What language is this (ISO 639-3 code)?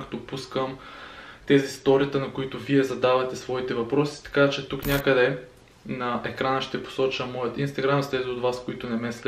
bul